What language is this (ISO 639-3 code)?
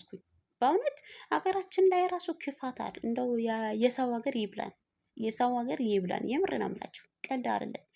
amh